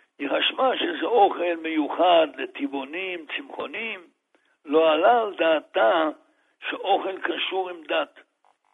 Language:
Hebrew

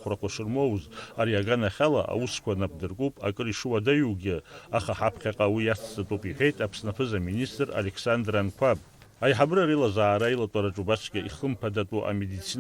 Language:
Abkhazian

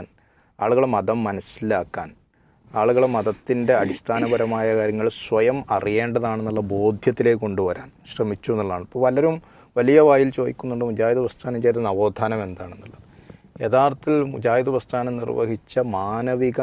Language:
Malayalam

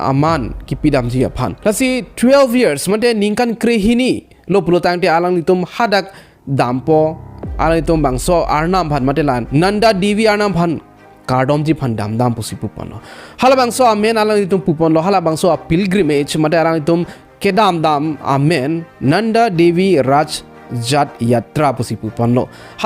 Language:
Karbi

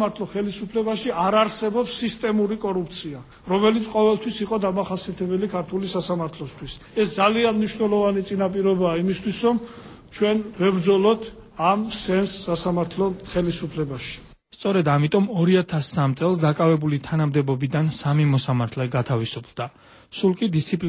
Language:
Georgian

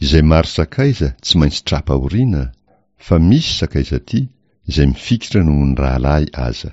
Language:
Malagasy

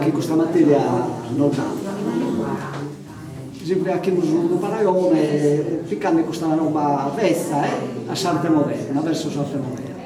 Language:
Sardinian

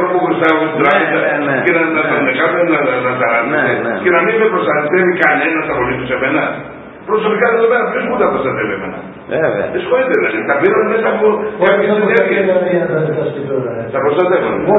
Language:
Greek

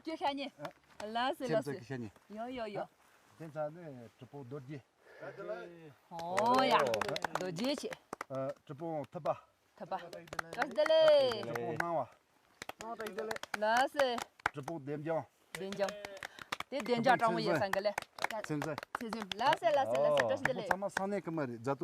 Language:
Tibetan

